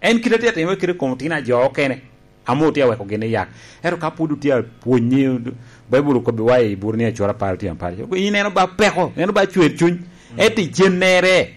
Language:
Lango (Uganda)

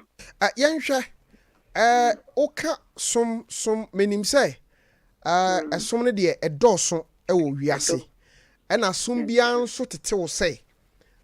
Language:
Akan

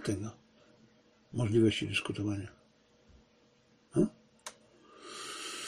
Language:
Polish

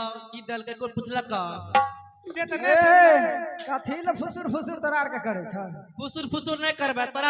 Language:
Maithili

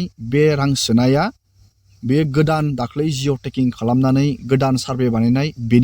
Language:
Bodo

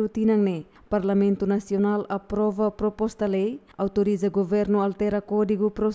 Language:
Tetum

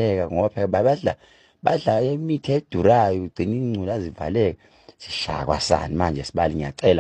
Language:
Zulu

